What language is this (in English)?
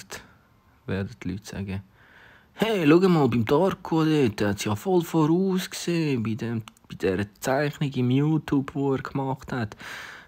Swiss German